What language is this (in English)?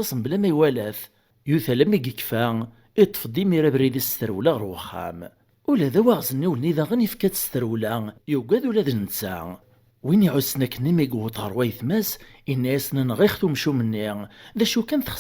Kabyle